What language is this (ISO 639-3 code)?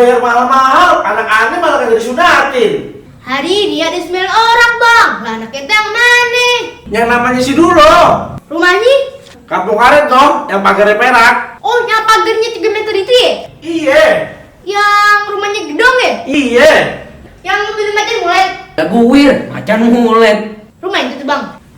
bew